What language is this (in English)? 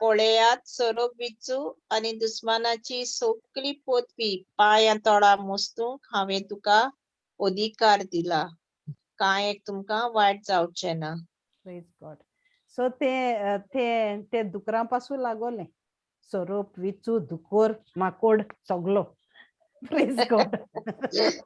Konkani